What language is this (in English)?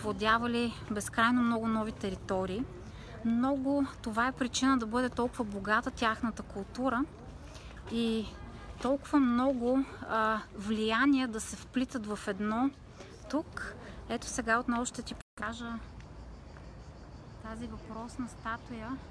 Bulgarian